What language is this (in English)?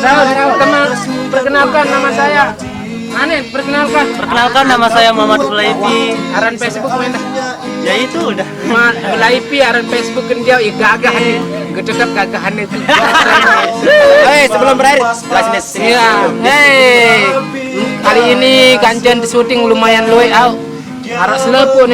Sasak